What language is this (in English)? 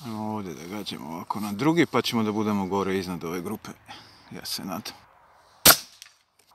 Serbian